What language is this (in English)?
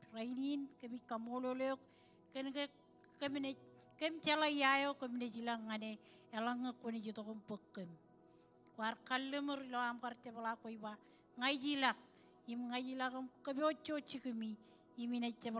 Marshallese